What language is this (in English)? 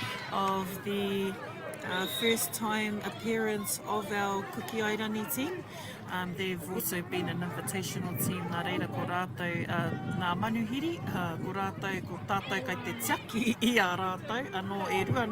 Māori